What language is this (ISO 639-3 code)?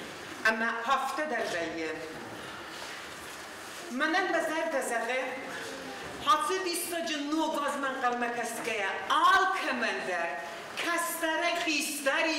oss